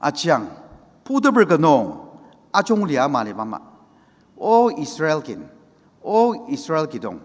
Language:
Ao Naga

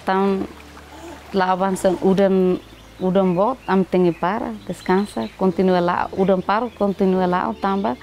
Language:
Tetum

